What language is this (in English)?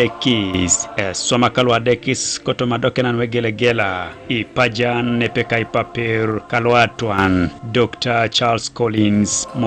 Teso